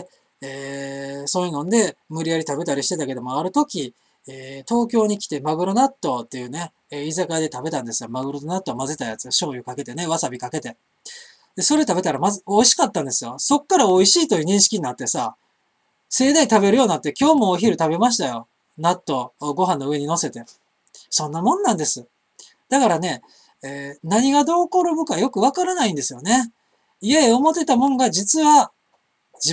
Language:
Japanese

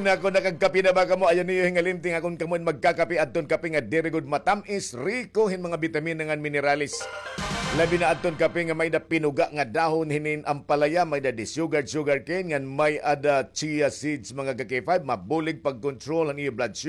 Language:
Waray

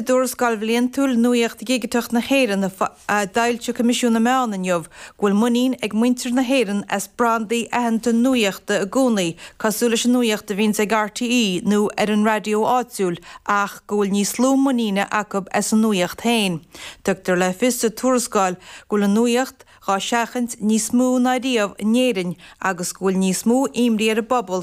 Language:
Irish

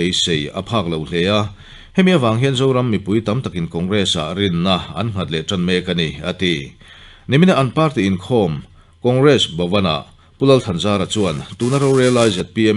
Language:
Mizo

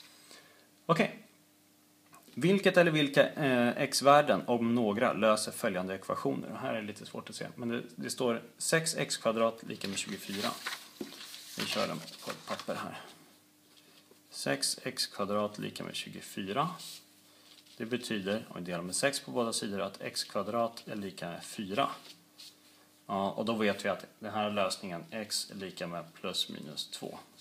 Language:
Swedish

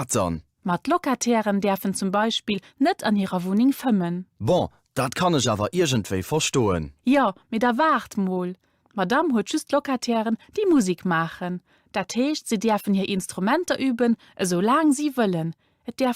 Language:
Luxembourgish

